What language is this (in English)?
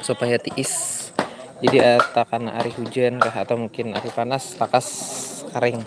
Banjar